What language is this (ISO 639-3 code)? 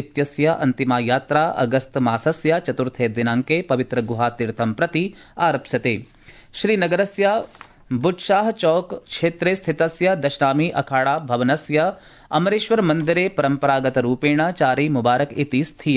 san